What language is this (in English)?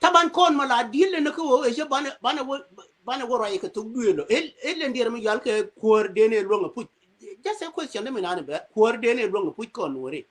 Nuer